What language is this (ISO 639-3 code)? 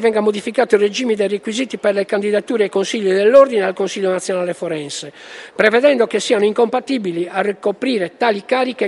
ita